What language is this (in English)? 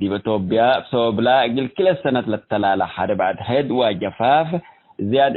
Tigre